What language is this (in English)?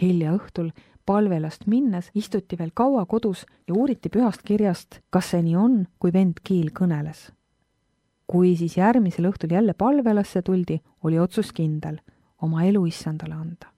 Estonian